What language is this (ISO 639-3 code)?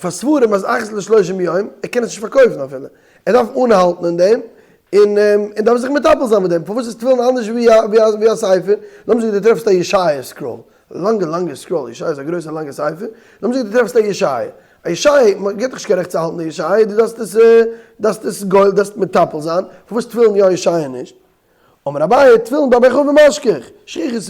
yid